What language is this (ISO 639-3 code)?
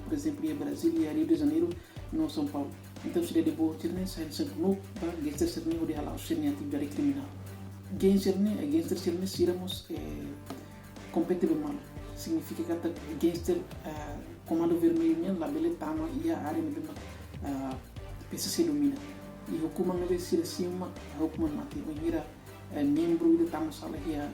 tet